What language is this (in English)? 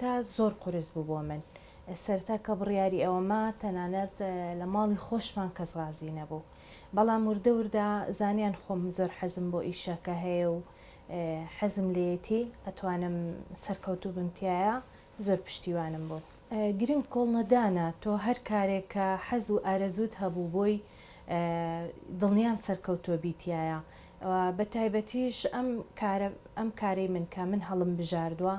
Central Kurdish